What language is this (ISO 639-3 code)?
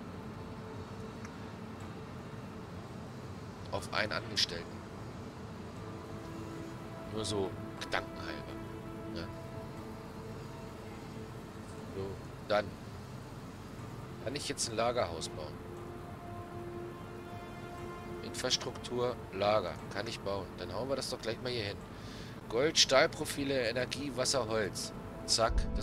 deu